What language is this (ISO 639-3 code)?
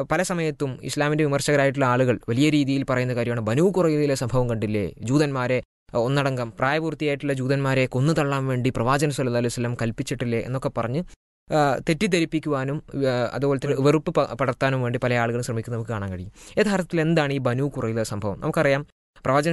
mal